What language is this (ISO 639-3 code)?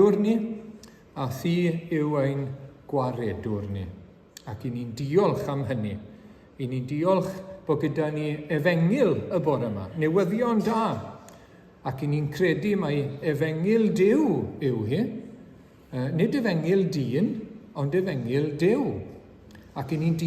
cym